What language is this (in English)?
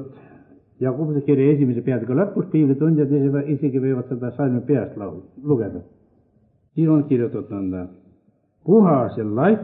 Estonian